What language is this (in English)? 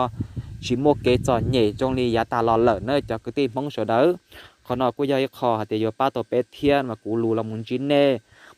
Hmong